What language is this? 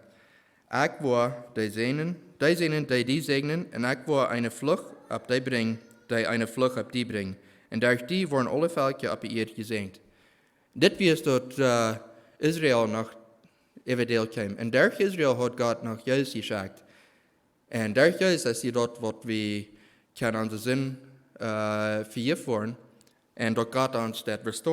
Plautdietsch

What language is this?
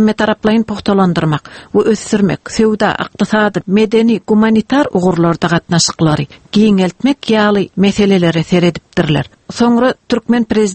Turkmen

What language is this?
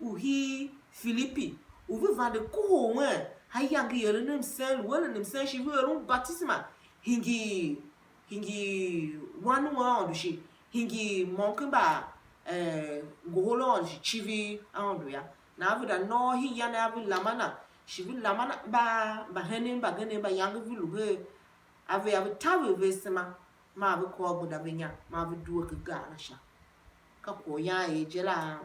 Tiv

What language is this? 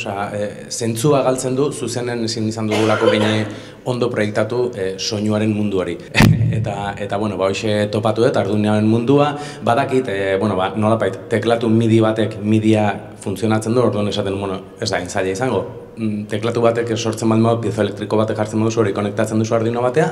Basque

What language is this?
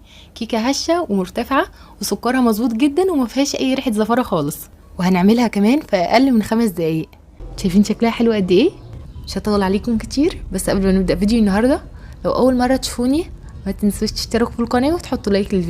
Egyptian Arabic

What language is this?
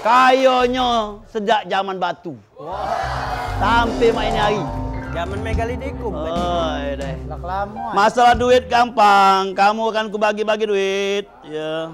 Musi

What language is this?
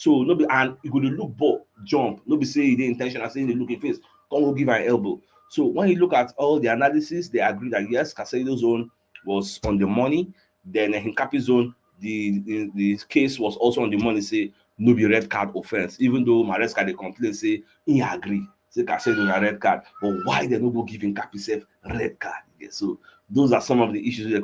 Nigerian Pidgin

